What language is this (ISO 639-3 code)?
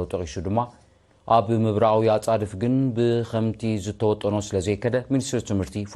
tir